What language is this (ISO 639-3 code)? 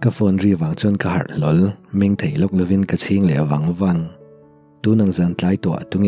lus